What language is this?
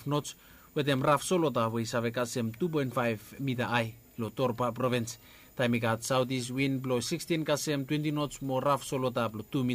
Bislama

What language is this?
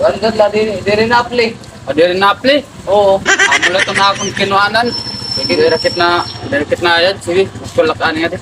Waray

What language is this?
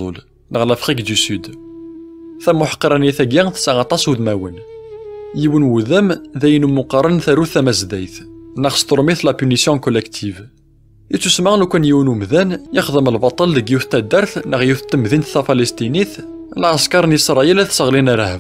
Kabyle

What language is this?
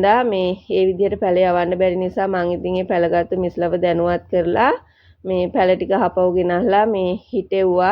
Sinhala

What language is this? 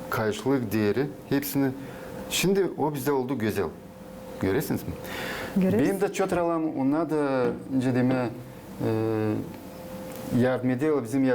Gagauz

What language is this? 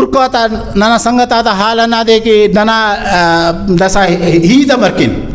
Brahui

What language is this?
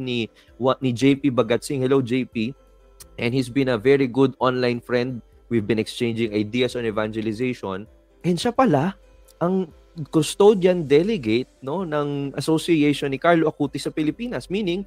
Filipino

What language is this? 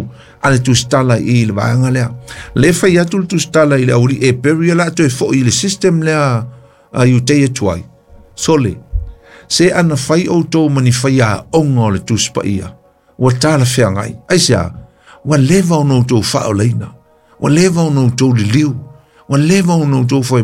Samoan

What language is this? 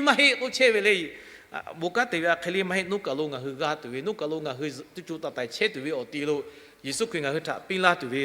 Lahu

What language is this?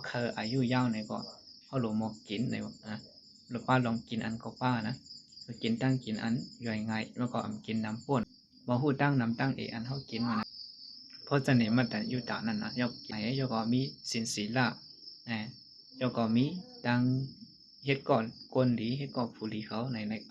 Shan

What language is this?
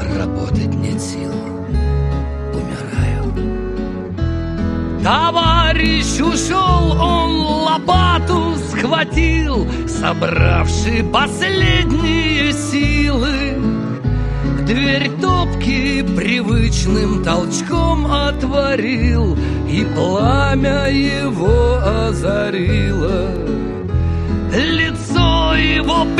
Russian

